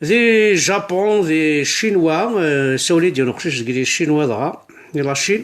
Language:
Kabyle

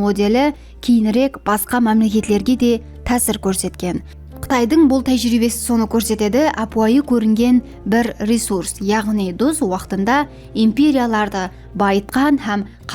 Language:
Kara-Kalpak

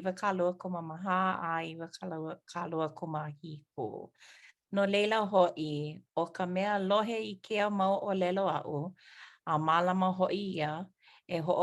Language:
Hawaiian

